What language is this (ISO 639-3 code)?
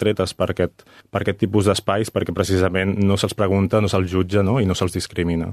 cat